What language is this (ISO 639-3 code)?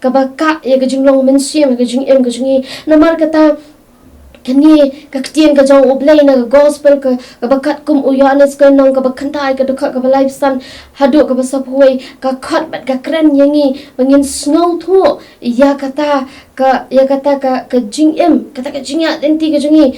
kha